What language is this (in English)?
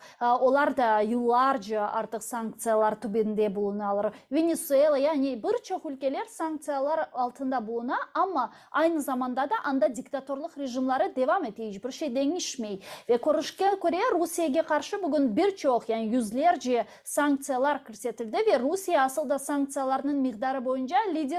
Crimean Tatar